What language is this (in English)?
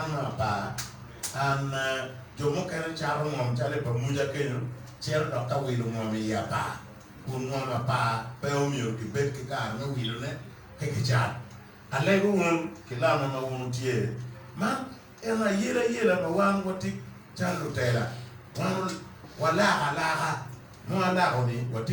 Acoli